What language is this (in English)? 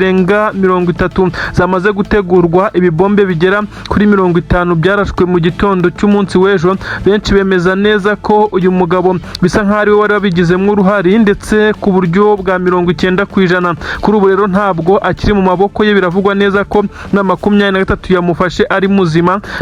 Kinyarwanda